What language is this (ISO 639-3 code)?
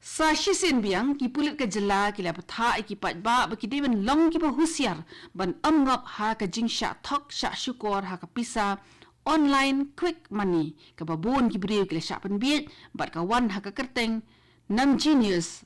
kha